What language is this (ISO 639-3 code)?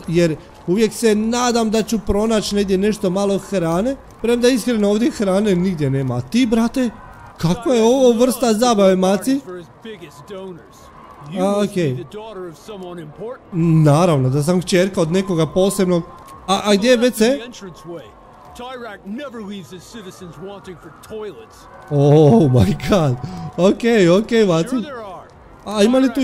hrv